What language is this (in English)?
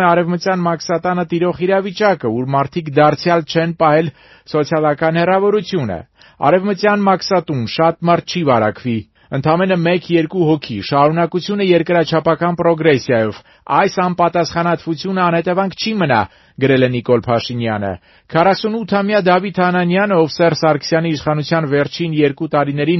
Armenian